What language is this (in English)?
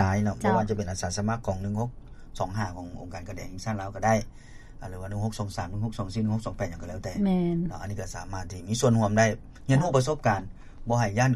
Lao